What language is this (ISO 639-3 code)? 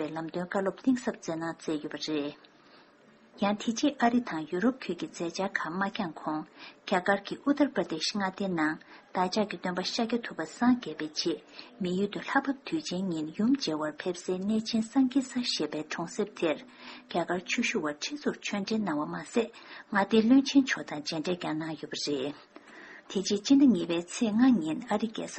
bod